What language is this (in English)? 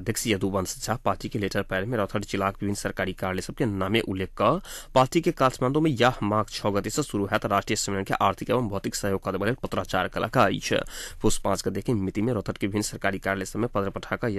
Maithili